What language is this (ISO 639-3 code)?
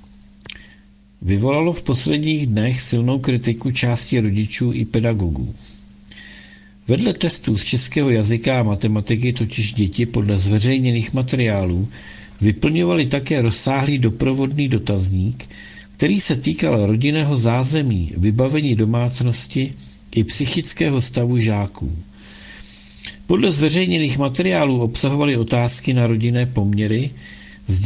ces